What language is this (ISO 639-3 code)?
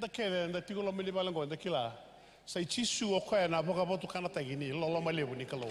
fij